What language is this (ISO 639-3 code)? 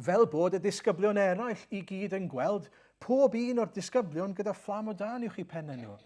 cym